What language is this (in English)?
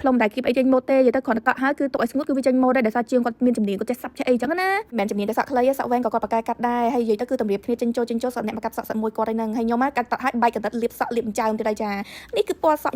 Khmer